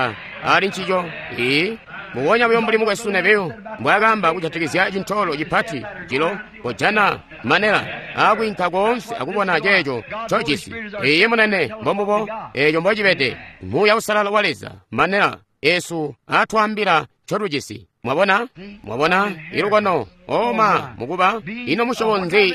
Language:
Tonga (Zambia)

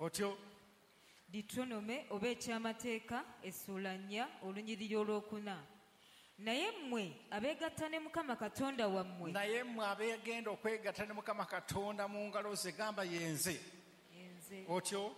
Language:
Ganda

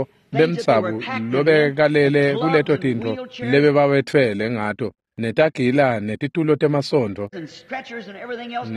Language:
Swati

